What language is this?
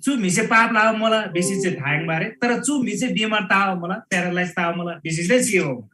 Eastern Tamang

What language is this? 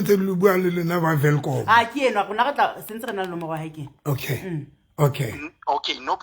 Southern Sotho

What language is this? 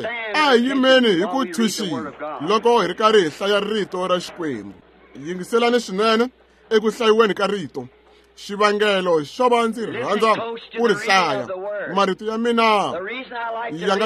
Tsonga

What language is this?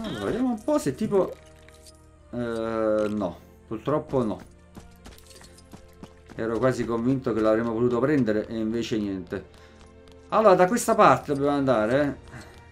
Italian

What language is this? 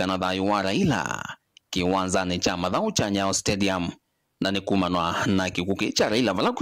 Kamba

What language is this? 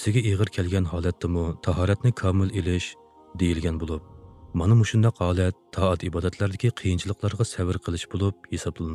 Uyghur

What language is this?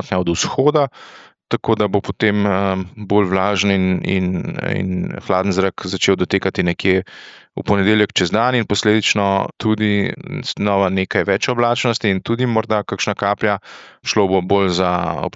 Slovenian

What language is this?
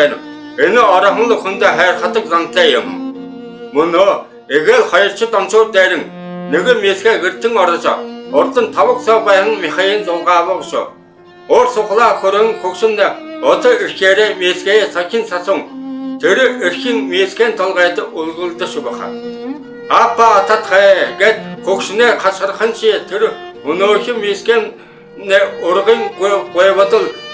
Buriat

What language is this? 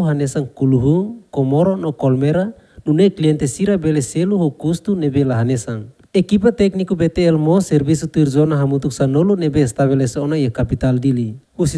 Tetum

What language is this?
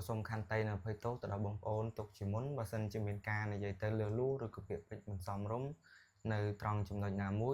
Khmer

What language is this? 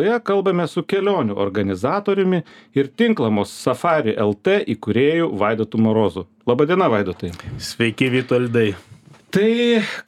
Lithuanian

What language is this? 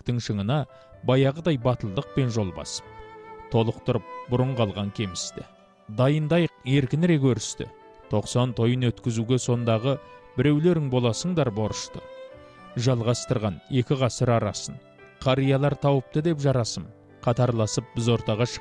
Kazakh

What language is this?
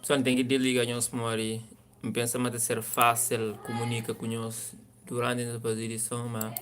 Kabuverdianu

